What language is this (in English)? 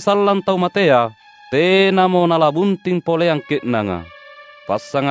Makasar